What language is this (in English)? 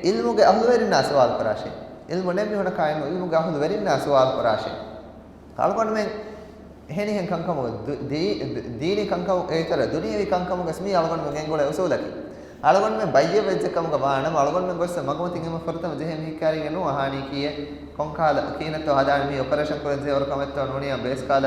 Divehi